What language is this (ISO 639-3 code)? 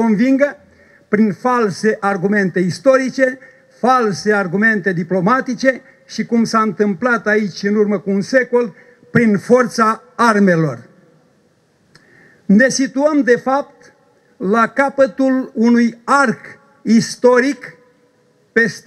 ron